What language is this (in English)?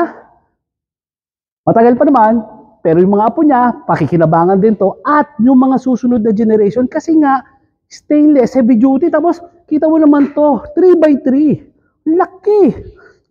Filipino